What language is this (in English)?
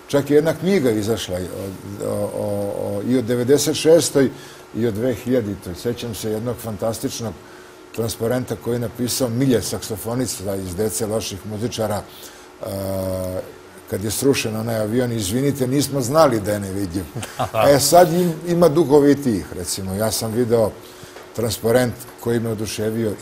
Serbian